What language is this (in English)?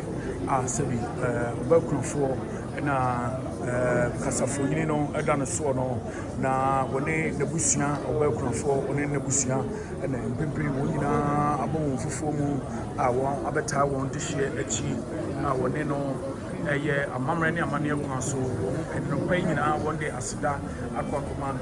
Akan